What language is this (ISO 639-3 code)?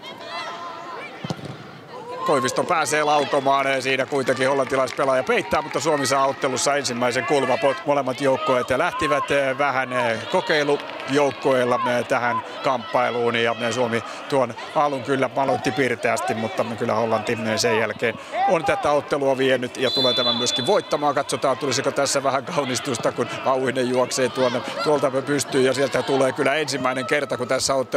fin